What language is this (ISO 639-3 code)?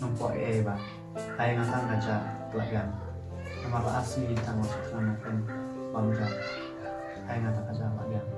kha